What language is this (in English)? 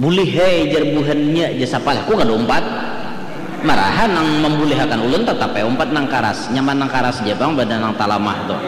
Banjar